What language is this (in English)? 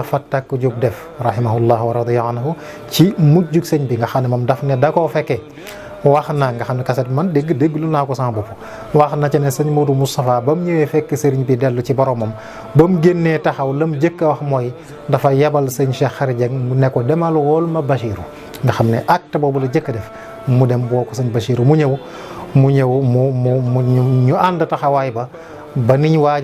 Wolof